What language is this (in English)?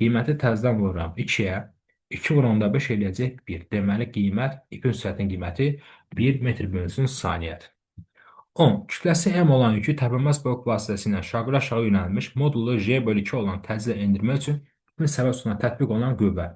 Azerbaijani